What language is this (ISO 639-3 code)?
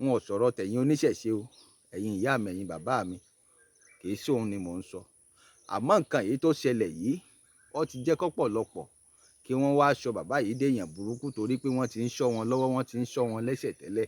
yor